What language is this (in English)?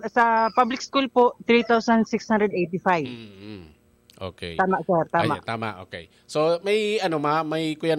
Bikol